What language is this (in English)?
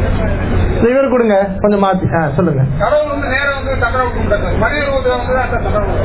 Tamil